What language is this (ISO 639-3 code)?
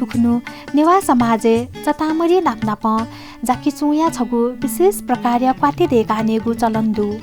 new